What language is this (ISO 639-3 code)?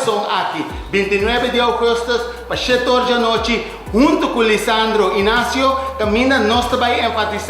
pap